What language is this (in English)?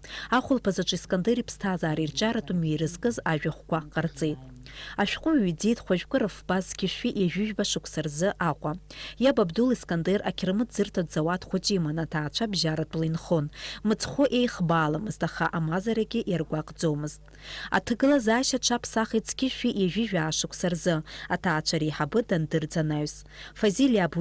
Abkhazian